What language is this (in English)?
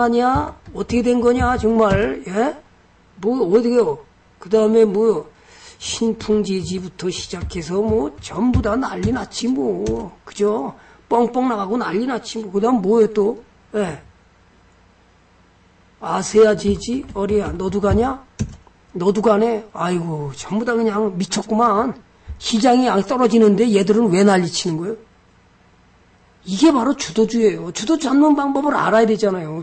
Korean